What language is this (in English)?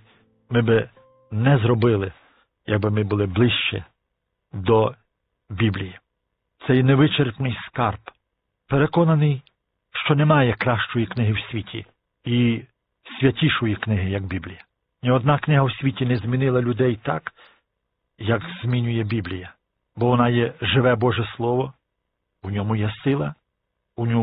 Ukrainian